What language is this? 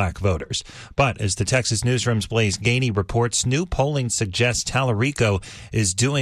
English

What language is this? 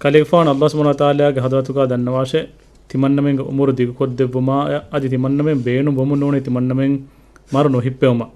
Divehi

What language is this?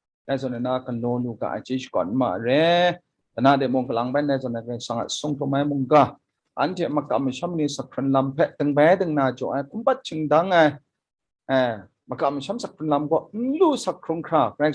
Kachin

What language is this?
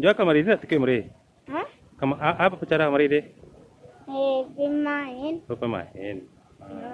Minangkabau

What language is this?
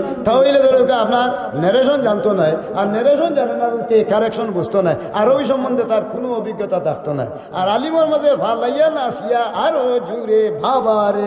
Sylheti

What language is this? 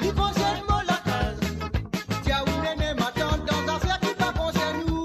Morisyen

